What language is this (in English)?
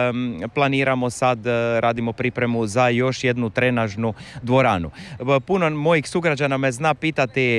Croatian